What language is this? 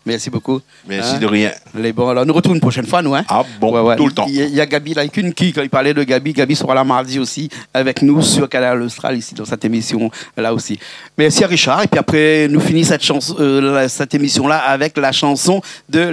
Réunion Creole French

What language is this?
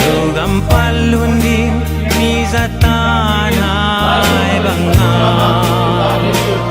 Tedim Chin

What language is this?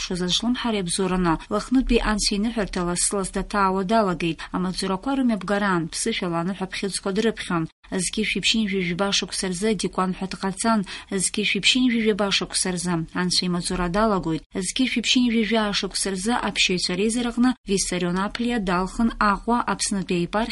Abkhazian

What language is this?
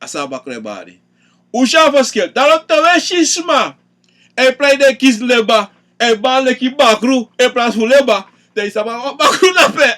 Sranan Tongo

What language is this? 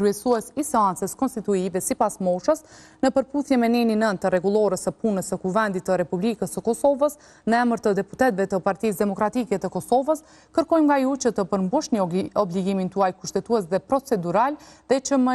Albanian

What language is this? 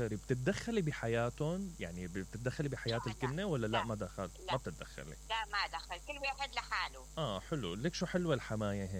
Mesopotamian Arabic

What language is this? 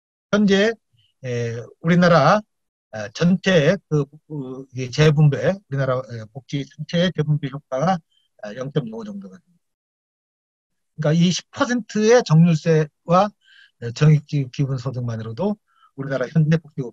Korean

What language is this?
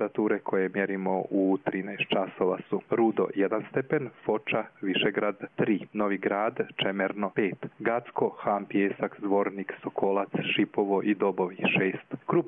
Croatian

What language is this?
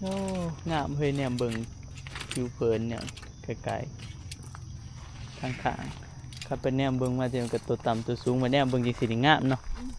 Northeastern Thai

